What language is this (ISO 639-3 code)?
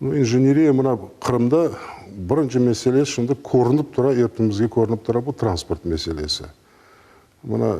crh